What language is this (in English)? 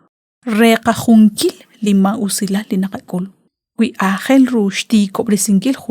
Kekchí